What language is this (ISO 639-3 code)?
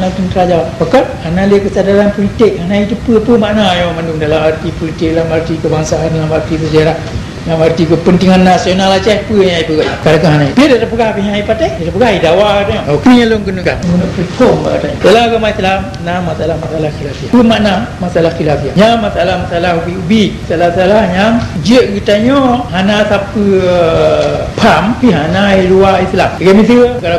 ace